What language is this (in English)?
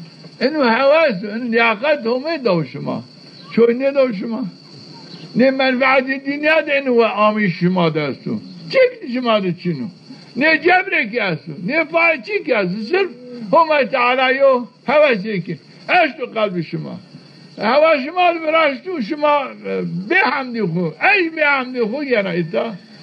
Zaza